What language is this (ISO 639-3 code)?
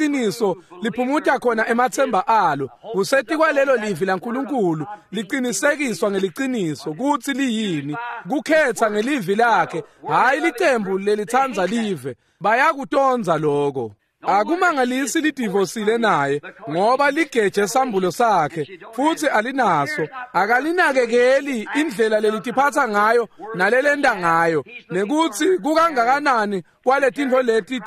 ssw